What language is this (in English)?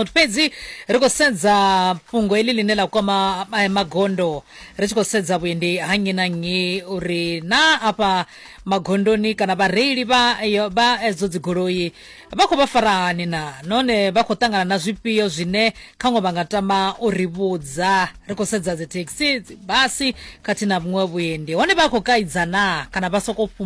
Venda